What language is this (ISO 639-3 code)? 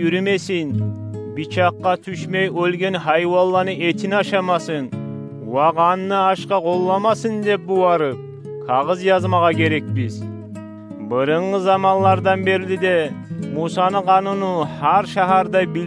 kum